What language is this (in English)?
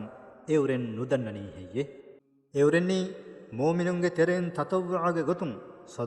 Divehi